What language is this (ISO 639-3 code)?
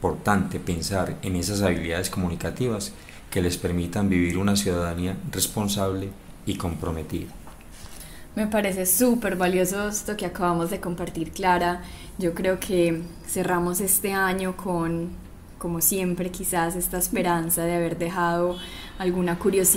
spa